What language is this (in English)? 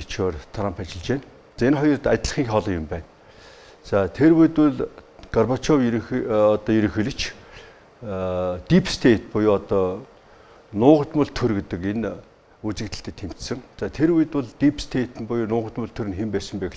Mongolian